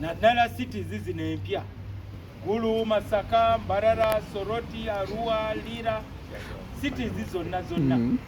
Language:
Ganda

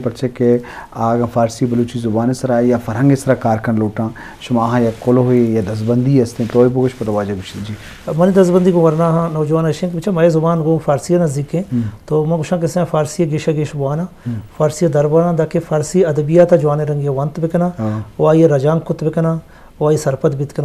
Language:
Eastern Balochi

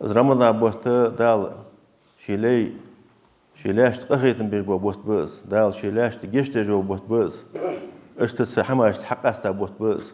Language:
Ingush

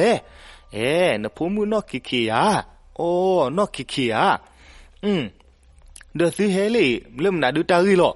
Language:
S'gaw Karen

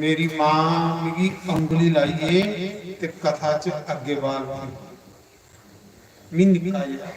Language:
Dogri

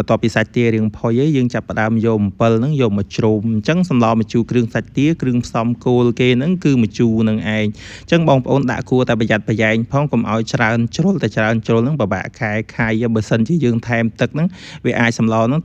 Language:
Khmer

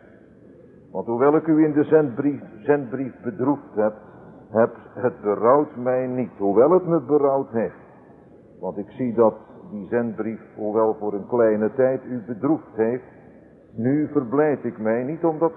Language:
Dutch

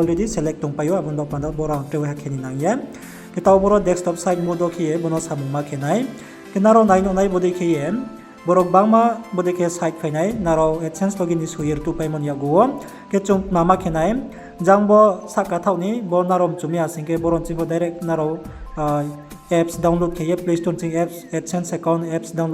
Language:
Riang (India)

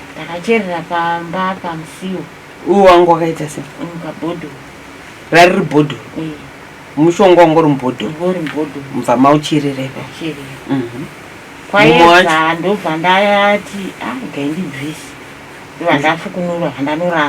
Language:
Shona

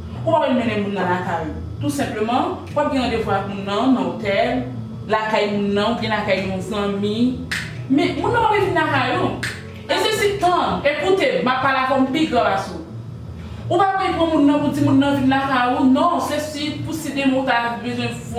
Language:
Haitian Creole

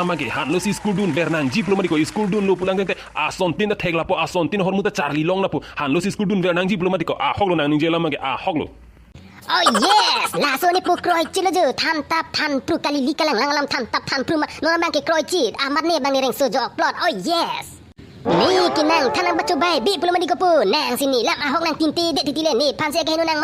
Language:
Karbi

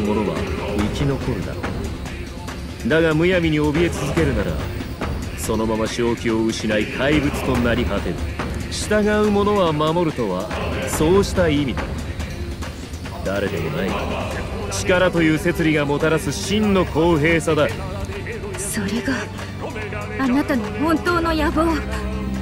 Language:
Japanese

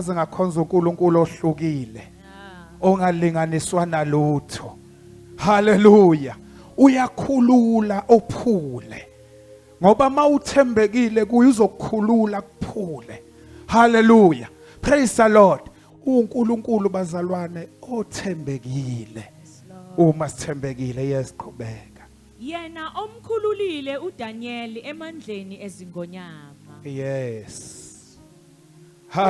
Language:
Zulu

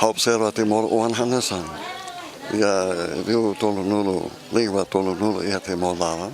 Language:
Tetum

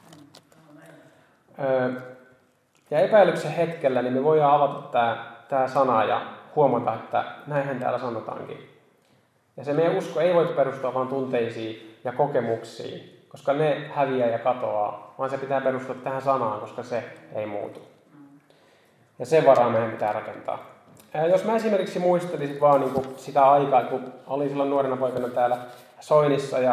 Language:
Finnish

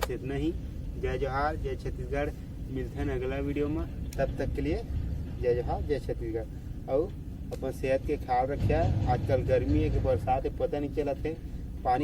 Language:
Chhattisgarhi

